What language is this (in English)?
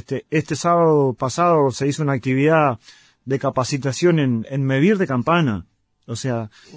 Spanish